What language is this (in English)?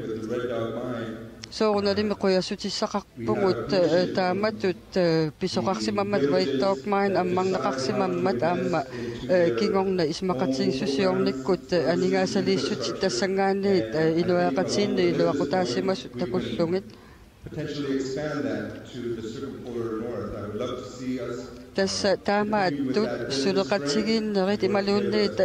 Kalaallisut